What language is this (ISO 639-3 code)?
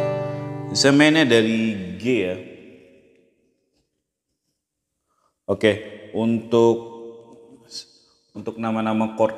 ind